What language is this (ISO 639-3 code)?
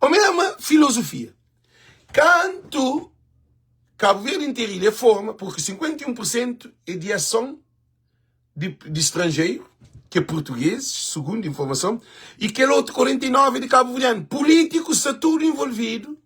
kea